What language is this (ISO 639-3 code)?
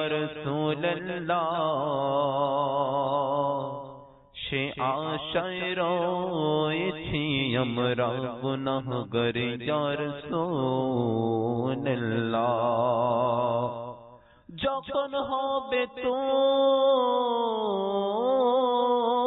ben